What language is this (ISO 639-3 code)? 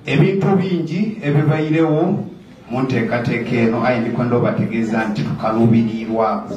xog